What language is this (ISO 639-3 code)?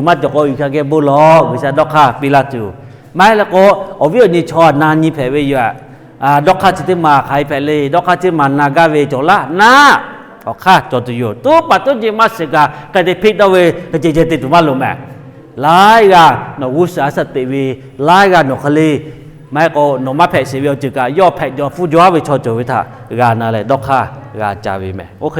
lhu